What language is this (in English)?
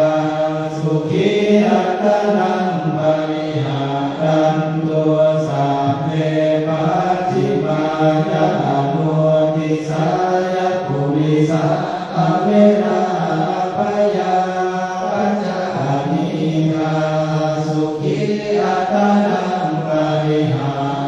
Pali